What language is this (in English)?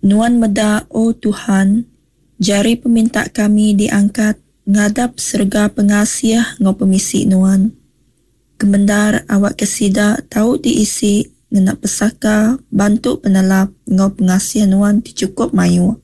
Iban